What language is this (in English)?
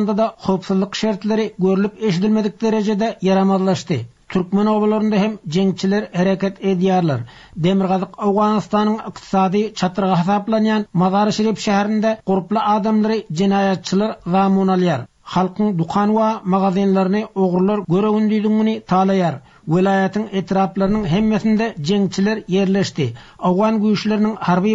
Turkmen